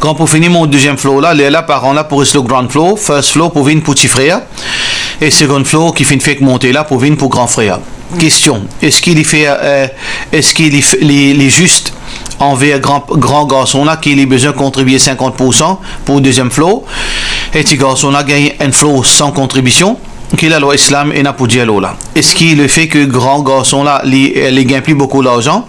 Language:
Morisyen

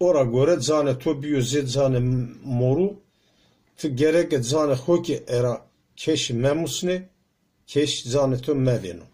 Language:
Zaza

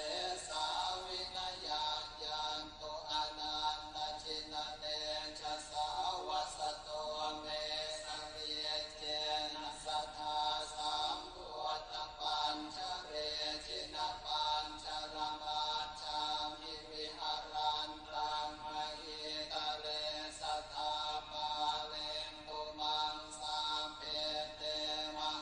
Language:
Pali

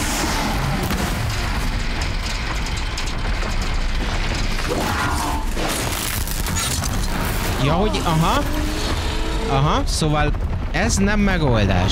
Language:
Hungarian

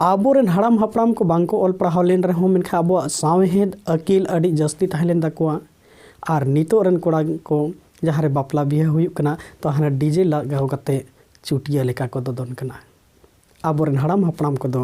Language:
Santali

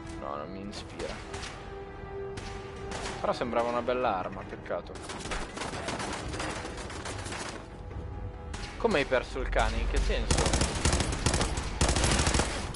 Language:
Italian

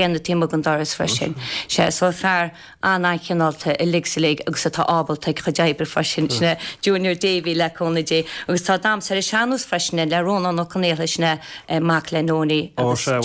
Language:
Irish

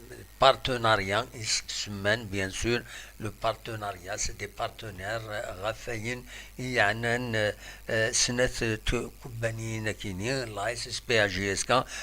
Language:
Kabyle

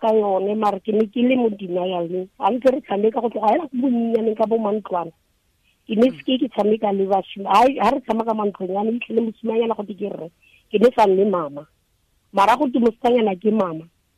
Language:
Tswana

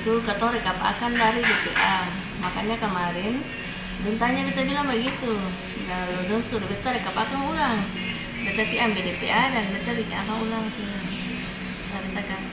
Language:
Ambonese Malay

